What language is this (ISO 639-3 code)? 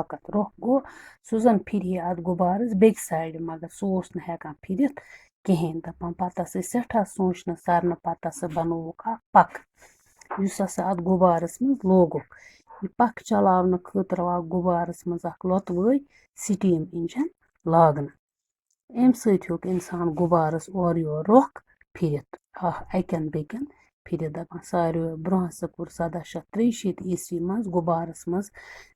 kas